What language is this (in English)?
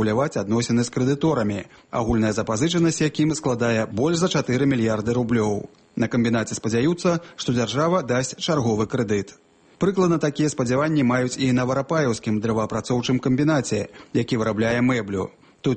Belarusian